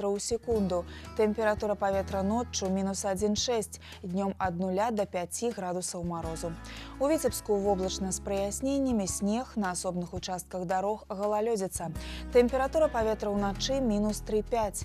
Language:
Belarusian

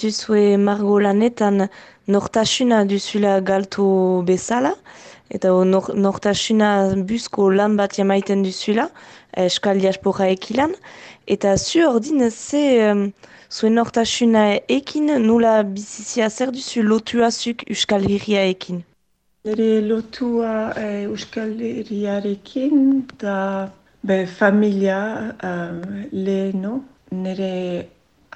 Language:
Basque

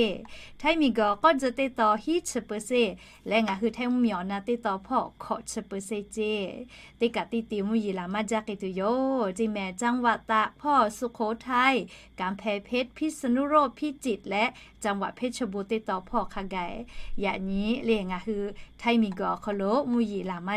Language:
Lahu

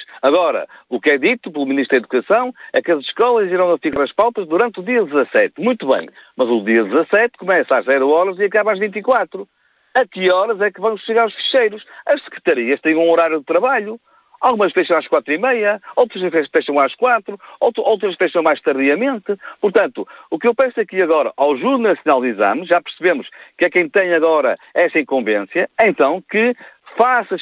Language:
Portuguese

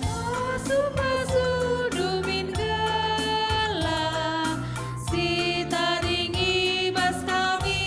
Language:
Batak Karo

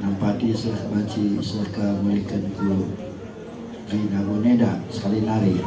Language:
Batak Karo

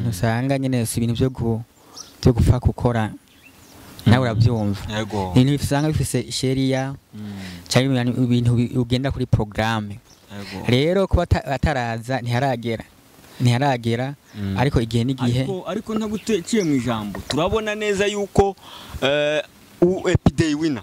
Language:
Rundi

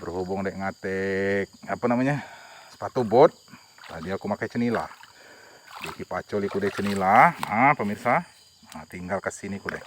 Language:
Musi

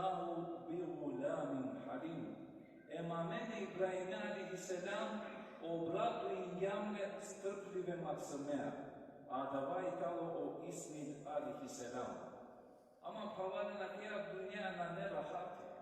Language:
Balkan Romani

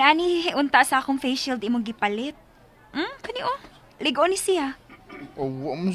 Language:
Cebuano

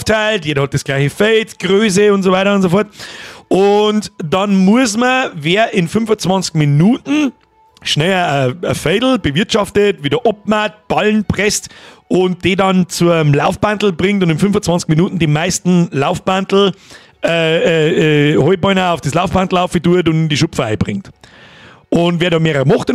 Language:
Bavarian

